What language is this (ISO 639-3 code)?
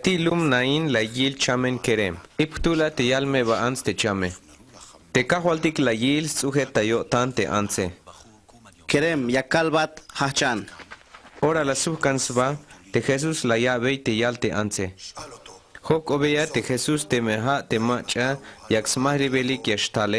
tzh